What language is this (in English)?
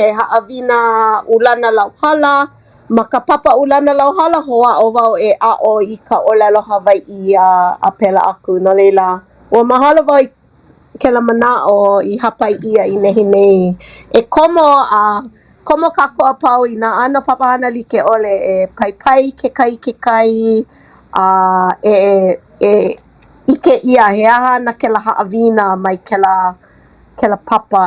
Hawaiian